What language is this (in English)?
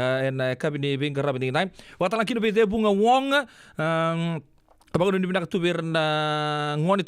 Fijian